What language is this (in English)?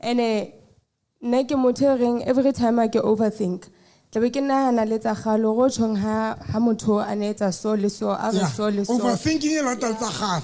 Southern Sotho